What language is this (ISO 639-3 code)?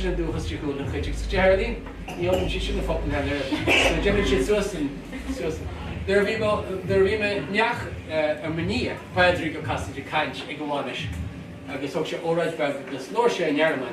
gle